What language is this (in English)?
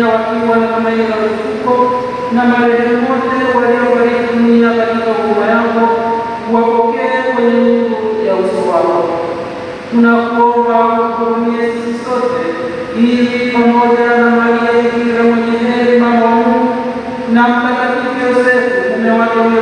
Swahili